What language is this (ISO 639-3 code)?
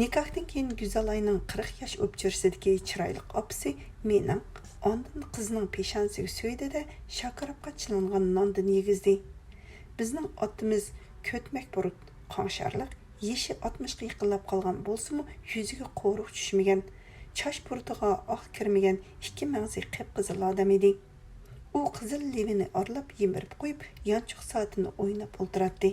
uig